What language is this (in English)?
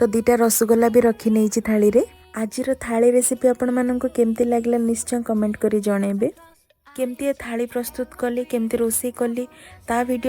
Odia